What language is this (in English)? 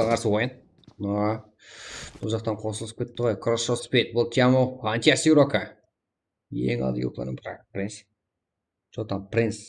Kara-Kalpak